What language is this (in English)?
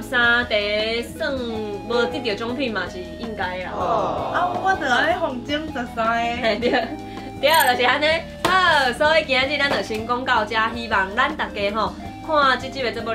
Min Nan Chinese